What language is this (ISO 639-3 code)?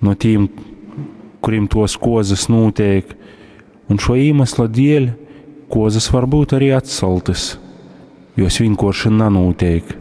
ltg